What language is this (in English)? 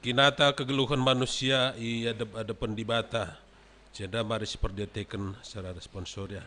Batak Karo